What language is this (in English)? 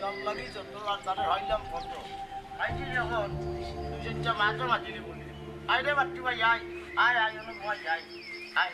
Sylheti